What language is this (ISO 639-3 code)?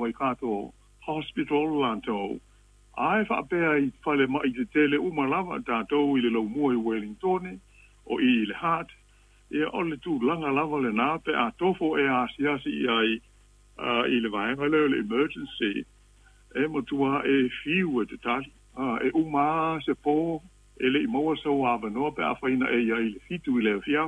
smo